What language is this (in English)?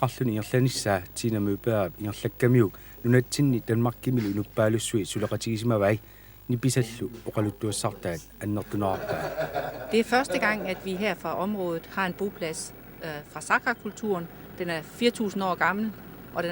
Kalaallisut